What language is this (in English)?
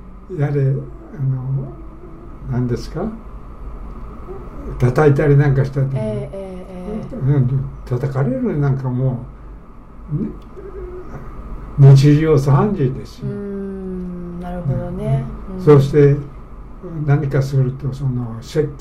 Japanese